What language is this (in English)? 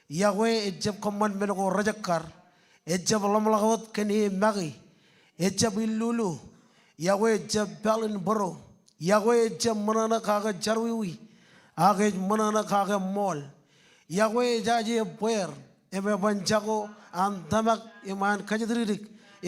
Marshallese